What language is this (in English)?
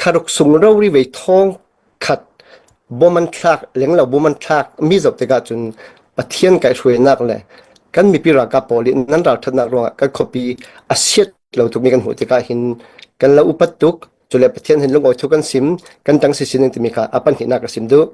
Hakha Chin